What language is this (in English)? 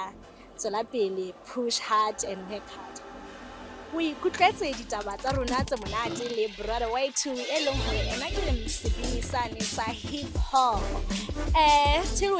Southern Sotho